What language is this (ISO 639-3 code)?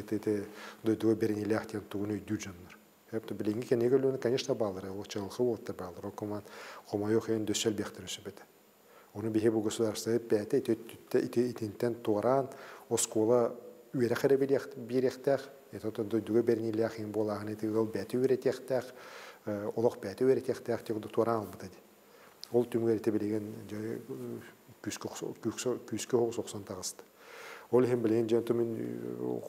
sah